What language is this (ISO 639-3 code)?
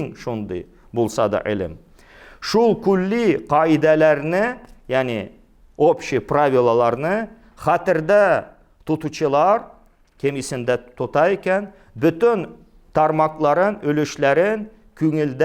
tat